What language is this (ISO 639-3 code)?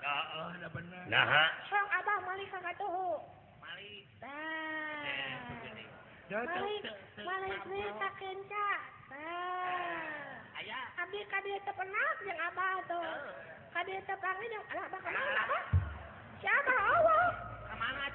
sun